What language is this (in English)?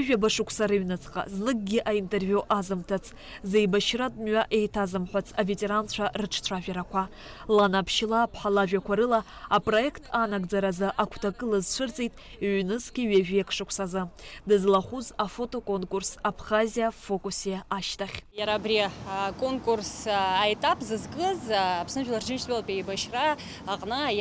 Abkhazian